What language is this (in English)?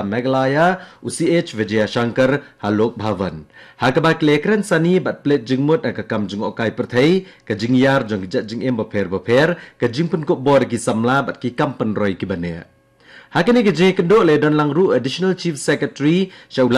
Khasi